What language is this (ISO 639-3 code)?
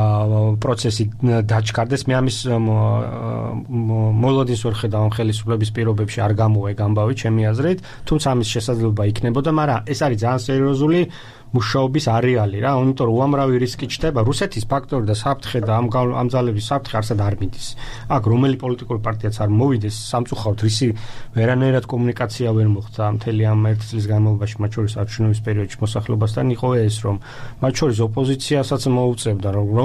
kat